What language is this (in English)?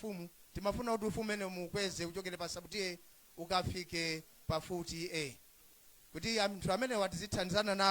Nyanja